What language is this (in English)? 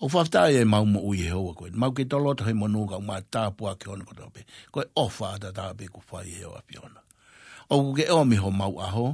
Tongan